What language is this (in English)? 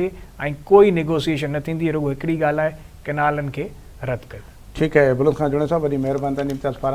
Sindhi